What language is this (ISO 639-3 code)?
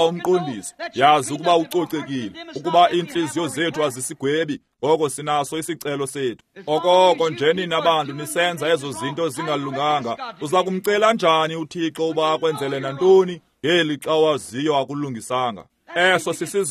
xho